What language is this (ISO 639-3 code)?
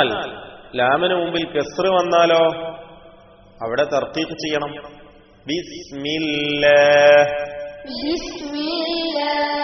mal